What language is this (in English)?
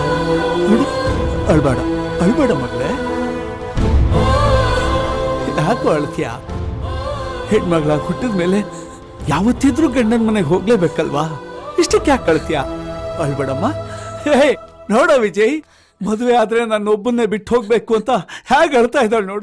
Kannada